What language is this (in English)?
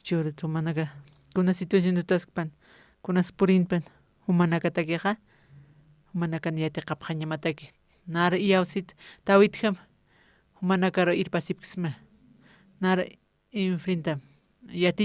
Aymara